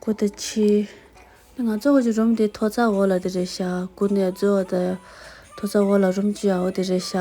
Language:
Tibetan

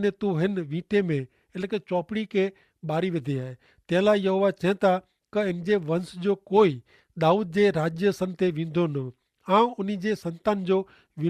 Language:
Kachhi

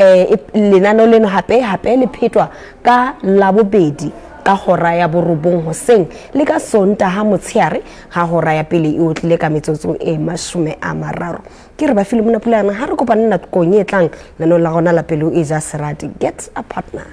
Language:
Southern Sotho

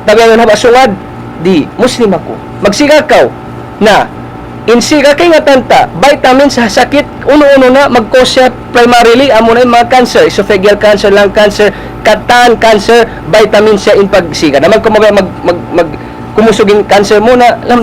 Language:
Tausug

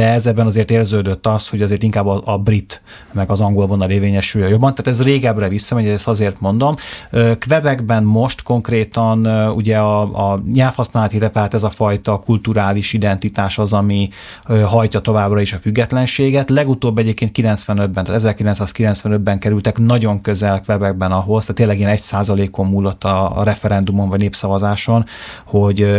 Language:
Hungarian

